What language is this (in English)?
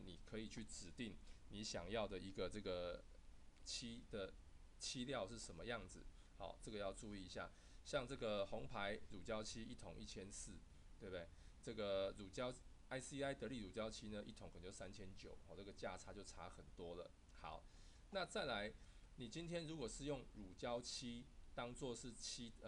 Chinese